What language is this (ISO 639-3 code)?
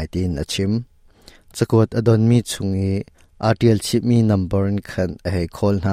cnh